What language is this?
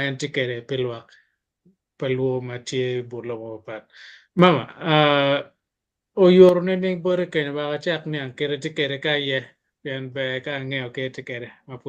Acoli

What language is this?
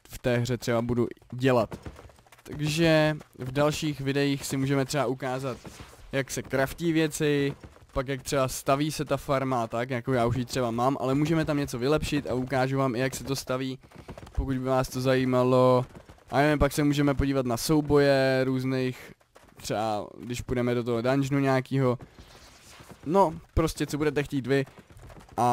Czech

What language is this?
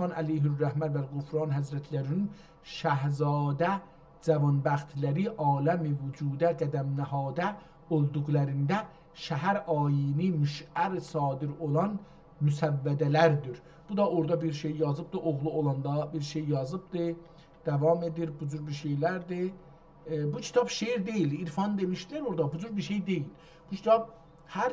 South Azerbaijani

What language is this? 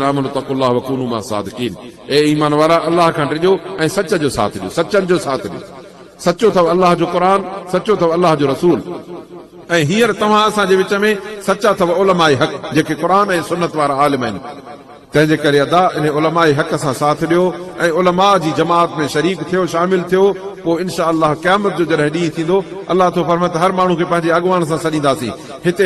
Sindhi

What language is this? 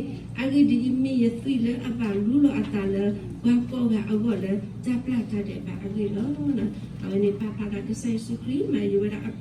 S'gaw Karen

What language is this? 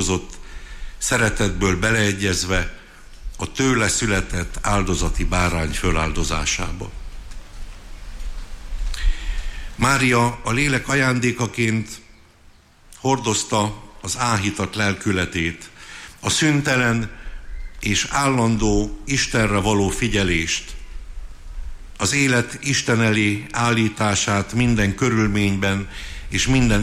Hungarian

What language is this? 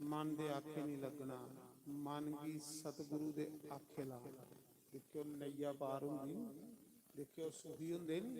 Dogri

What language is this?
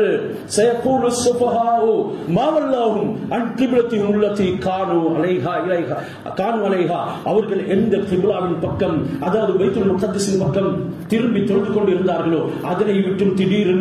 Tamil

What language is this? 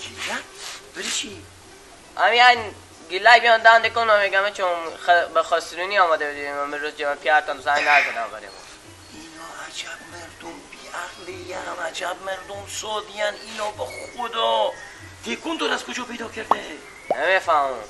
Persian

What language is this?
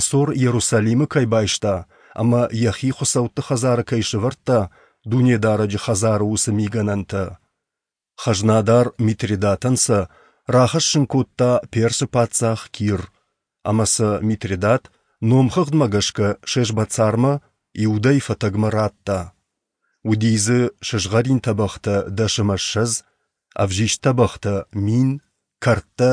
Ossetic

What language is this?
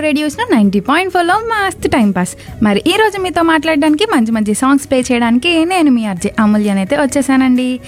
Telugu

